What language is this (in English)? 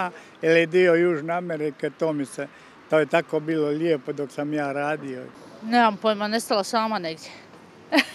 Croatian